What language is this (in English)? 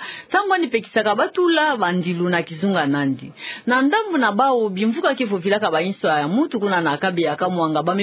Kituba (Democratic Republic of Congo)